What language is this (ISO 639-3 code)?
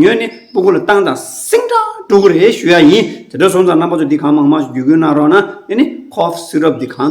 bod